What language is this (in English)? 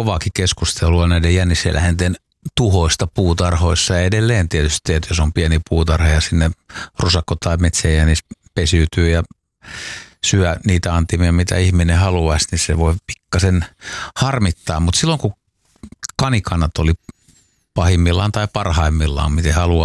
Finnish